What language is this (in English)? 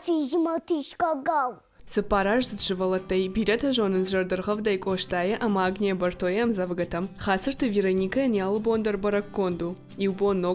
Ossetic